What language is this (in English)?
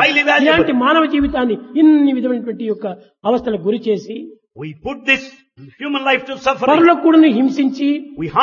Telugu